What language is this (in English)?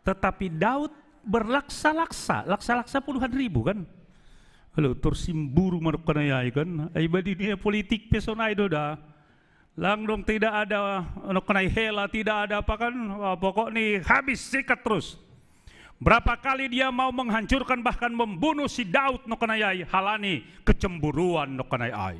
Batak Simalungun